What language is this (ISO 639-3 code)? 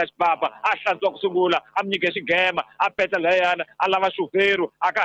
tso